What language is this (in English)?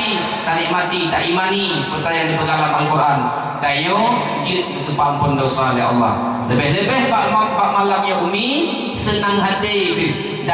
Achinese